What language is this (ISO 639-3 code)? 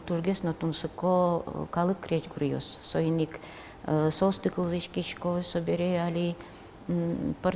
udm